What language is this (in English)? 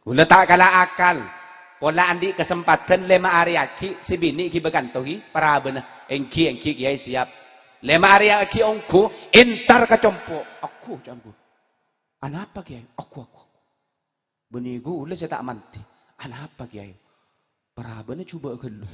Madurese